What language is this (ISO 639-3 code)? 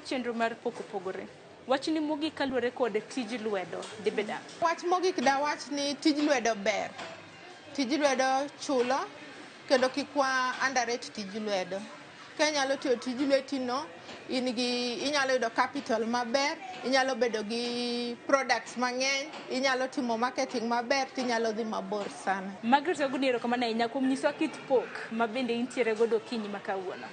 luo